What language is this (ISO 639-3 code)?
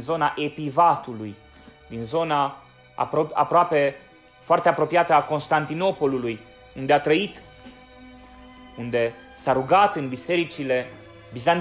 ron